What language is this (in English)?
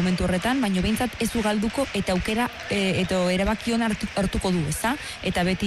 Basque